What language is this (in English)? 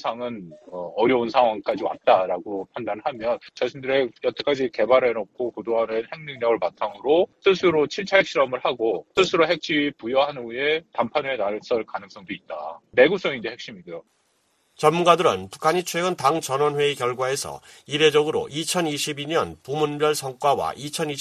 Korean